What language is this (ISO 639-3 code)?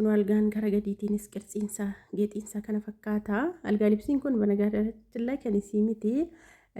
orm